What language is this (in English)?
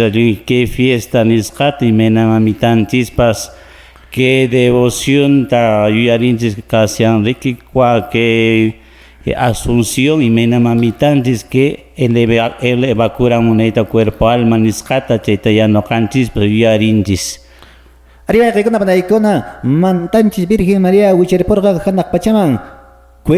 Quechua